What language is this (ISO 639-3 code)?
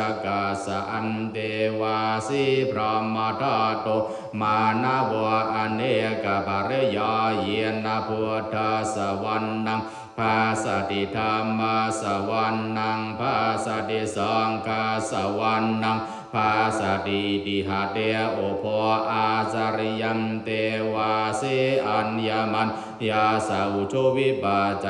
pli